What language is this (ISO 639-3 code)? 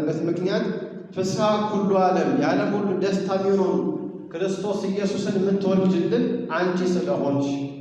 amh